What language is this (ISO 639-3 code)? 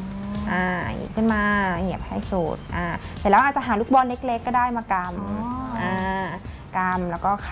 tha